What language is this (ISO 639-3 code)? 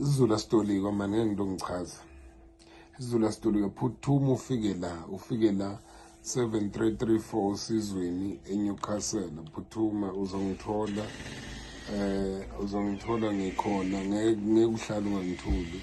zul